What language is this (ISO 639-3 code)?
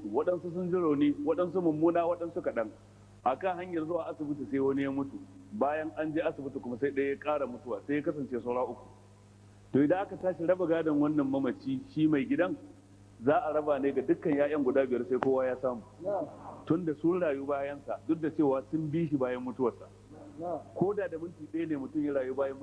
hau